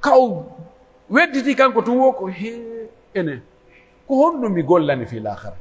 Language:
Pular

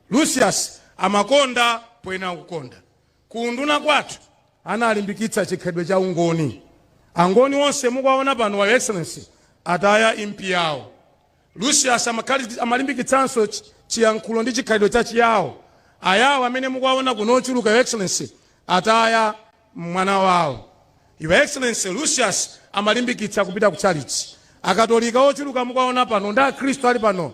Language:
Nyanja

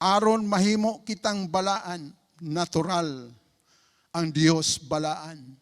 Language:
Cebuano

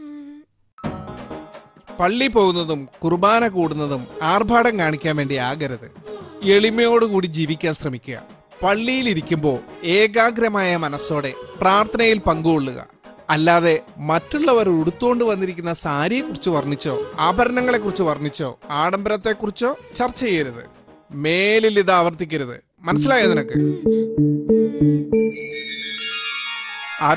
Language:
Malayalam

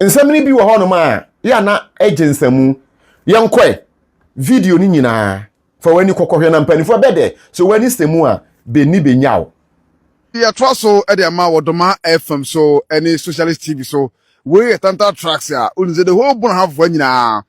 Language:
Akan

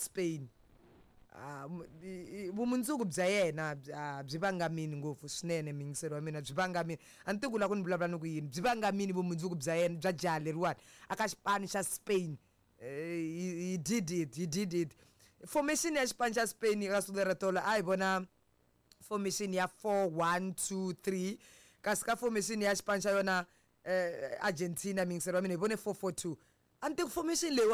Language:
Tsonga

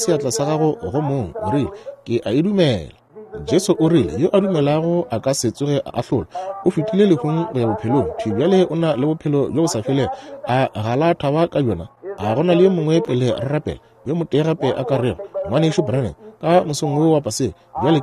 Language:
Northern Sotho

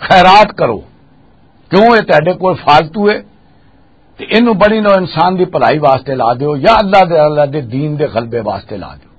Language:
Western Panjabi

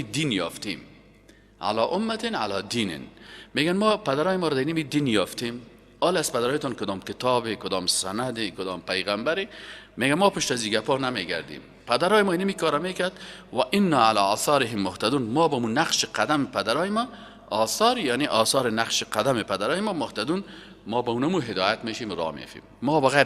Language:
Persian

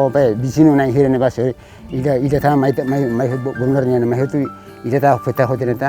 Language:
Tetum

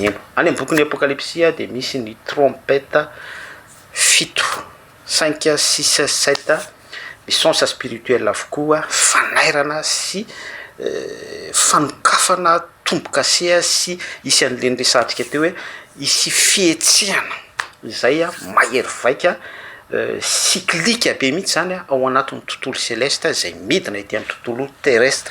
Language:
Malagasy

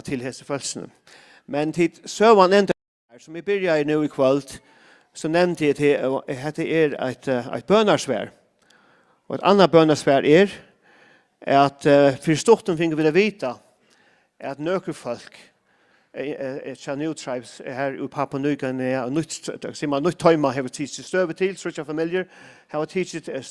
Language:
Faroese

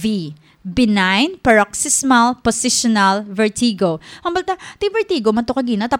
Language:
Hiligaynon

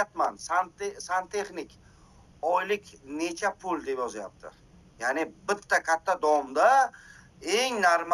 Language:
Uzbek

